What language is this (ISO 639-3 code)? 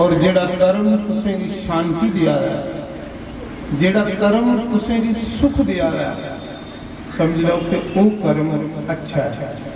doi